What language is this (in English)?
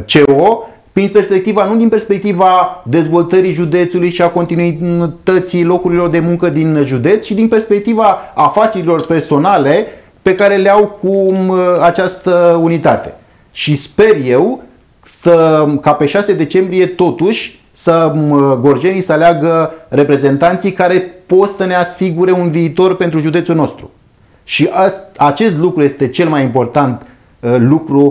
Romanian